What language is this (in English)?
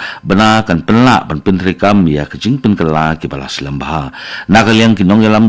Khasi